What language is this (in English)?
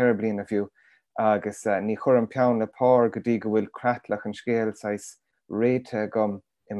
Irish